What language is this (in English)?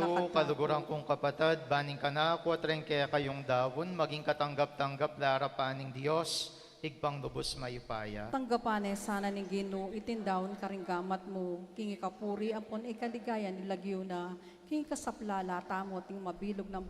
Pampanga